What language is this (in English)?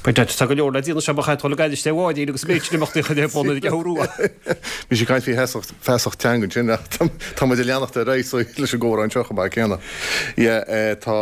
Irish